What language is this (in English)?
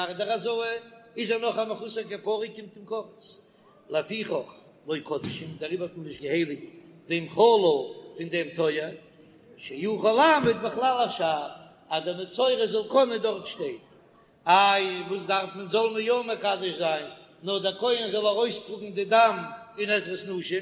Yiddish